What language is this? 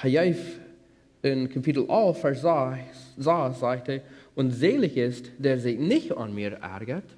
Plautdietsch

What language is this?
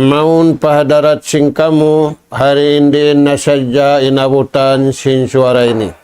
Tausug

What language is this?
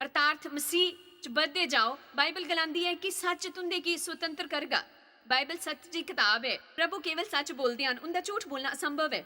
Dogri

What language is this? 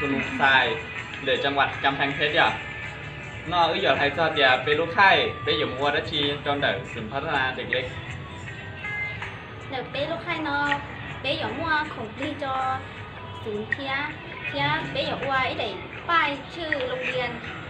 Hmong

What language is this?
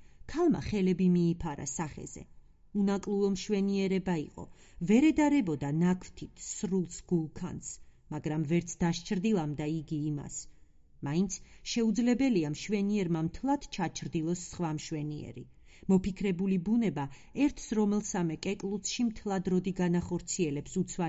Georgian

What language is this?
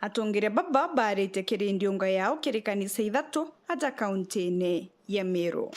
Meru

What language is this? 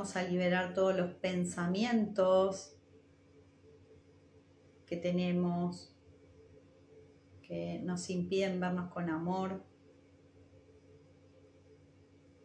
Spanish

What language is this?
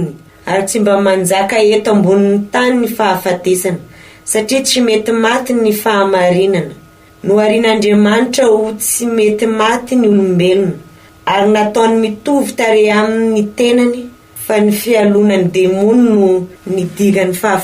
Malagasy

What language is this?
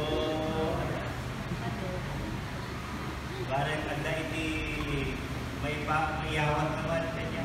Iloko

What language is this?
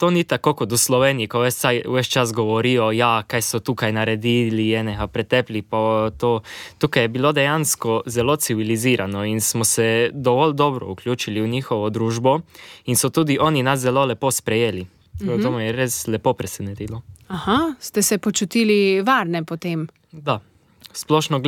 Slovenian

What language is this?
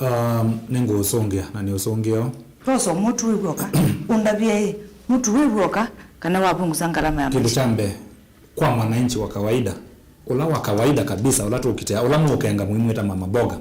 Kamba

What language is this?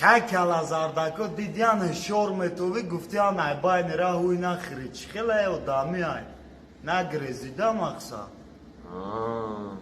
Tajik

